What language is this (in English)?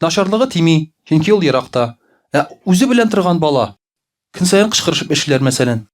Tatar